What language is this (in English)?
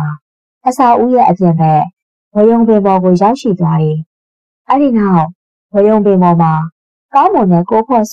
Burmese